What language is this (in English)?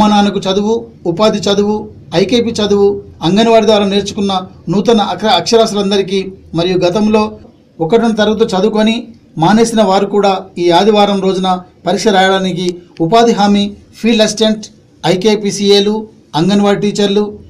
Telugu